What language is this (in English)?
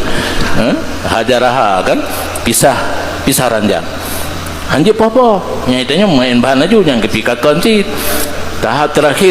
Achinese